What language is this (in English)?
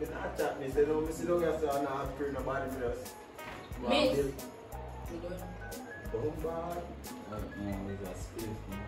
Jamaican Creole English